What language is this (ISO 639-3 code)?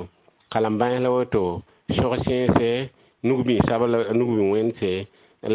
mos